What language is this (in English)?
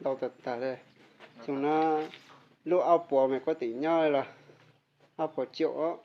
Hmong